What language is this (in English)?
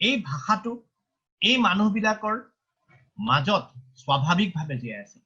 Assamese